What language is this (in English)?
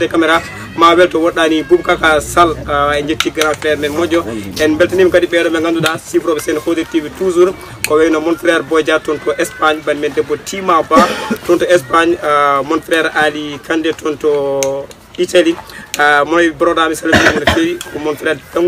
Pular